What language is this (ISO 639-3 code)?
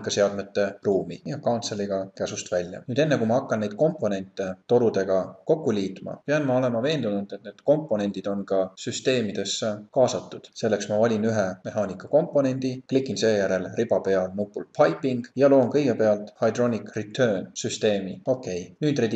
est